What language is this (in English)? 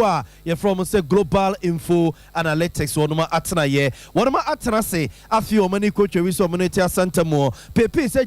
Akan